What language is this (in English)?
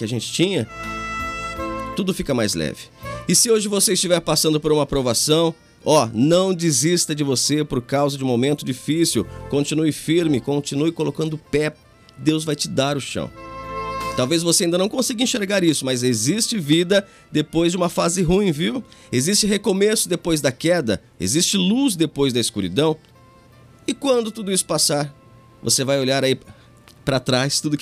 Portuguese